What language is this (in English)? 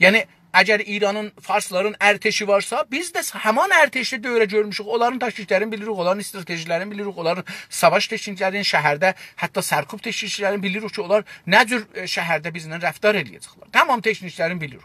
South Azerbaijani